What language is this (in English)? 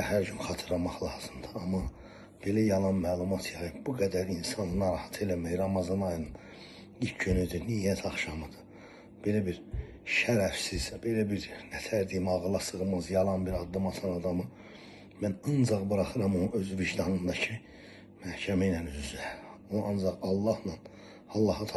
Azerbaijani